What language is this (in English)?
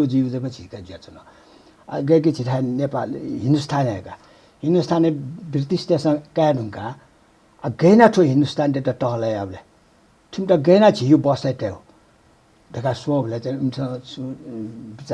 Newari